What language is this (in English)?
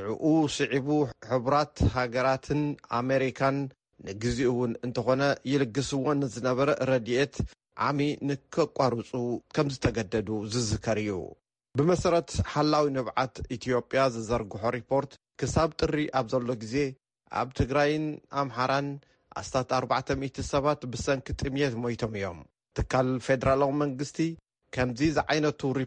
Tigrinya